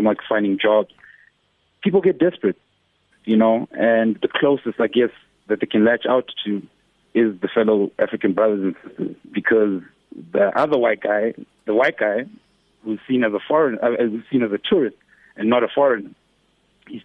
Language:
English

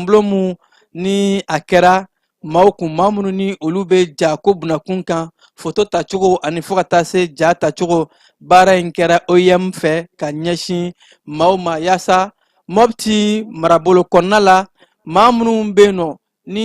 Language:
Bambara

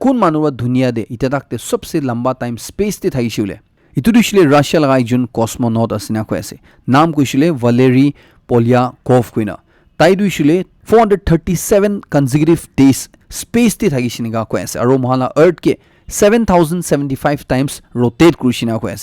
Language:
Naga Pidgin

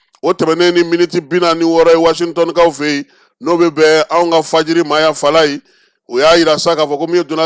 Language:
Bambara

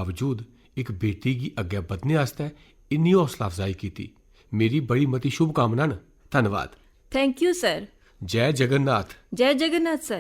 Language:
Dogri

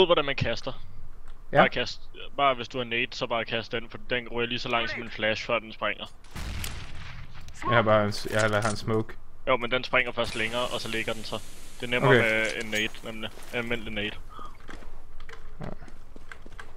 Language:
Danish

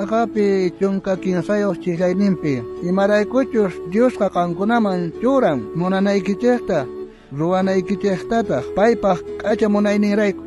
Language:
South Bolivian Quechua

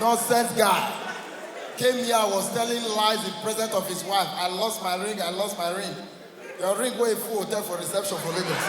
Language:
Nigerian Pidgin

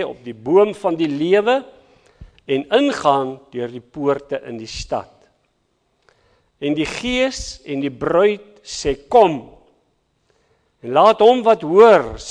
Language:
Afrikaans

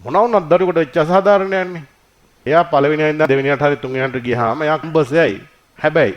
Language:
Sinhala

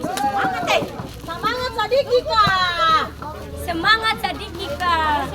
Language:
Ambonese Malay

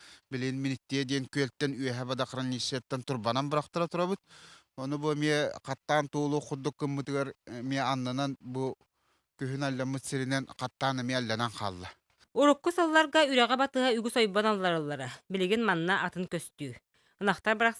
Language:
Yakut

